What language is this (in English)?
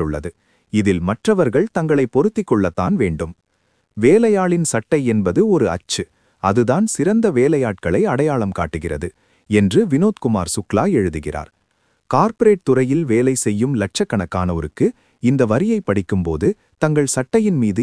Tamil